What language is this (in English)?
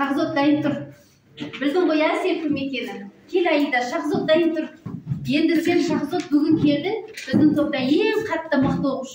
Kazakh